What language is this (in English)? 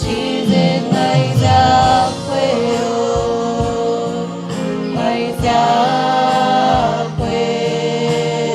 Marshallese